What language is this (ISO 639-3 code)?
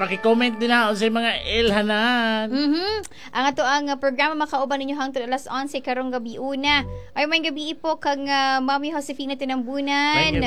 ceb